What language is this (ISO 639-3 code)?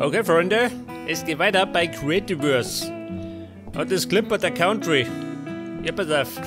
bar